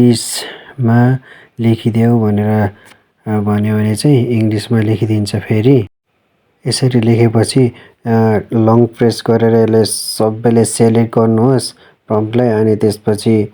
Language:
Nepali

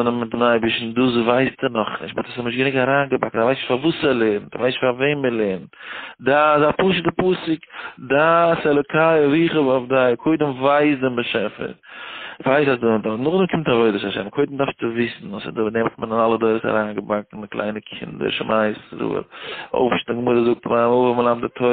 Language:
Yiddish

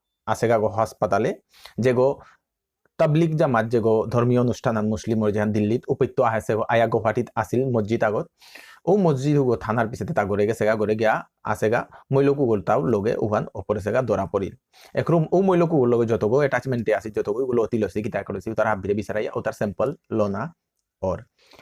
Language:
Bishnupriya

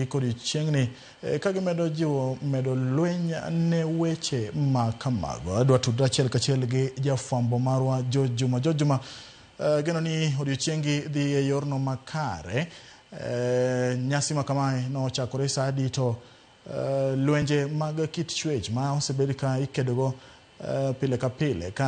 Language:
Luo (Kenya and Tanzania)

